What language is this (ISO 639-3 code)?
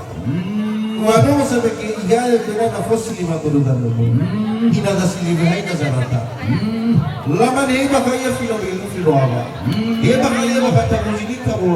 nia